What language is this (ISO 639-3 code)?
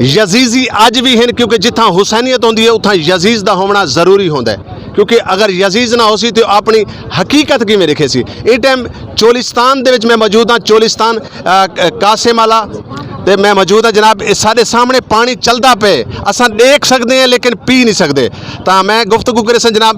skr